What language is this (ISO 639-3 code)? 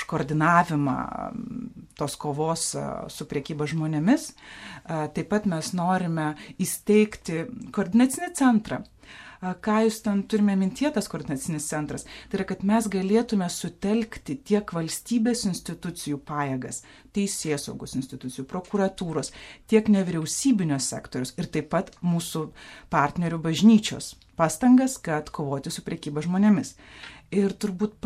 lit